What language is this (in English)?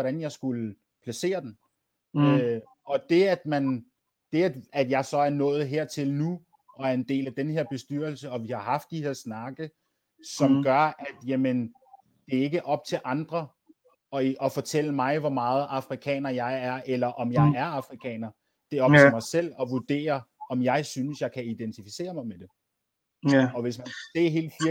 Danish